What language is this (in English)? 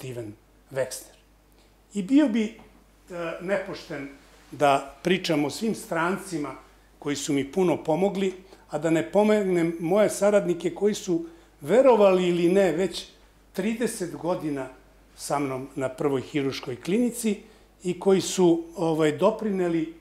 Serbian